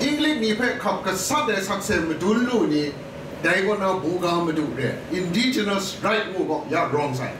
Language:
Kachin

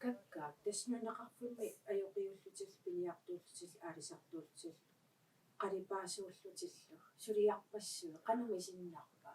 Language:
Kalaallisut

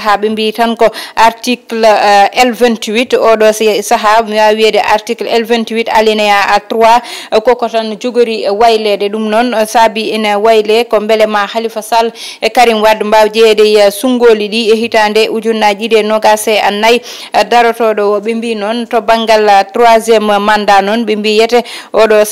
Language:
Fula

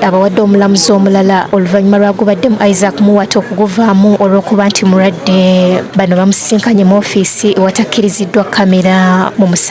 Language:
Ganda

